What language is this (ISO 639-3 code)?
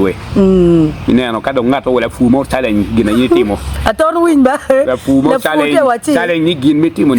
ach